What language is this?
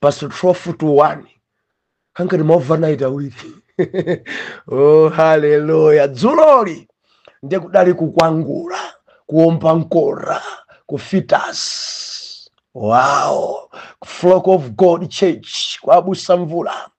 Nyanja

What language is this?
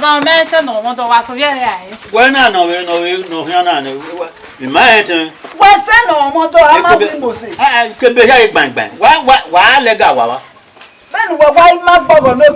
Bini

